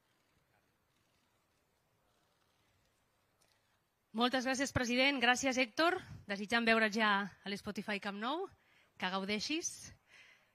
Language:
Catalan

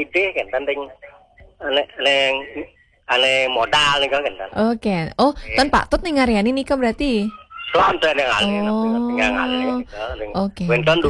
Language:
Balinese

